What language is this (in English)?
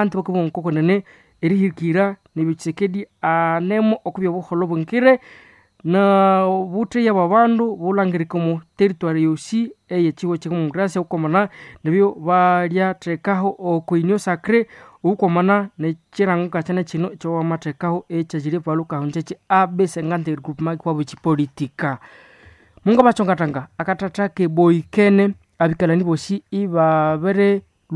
Nande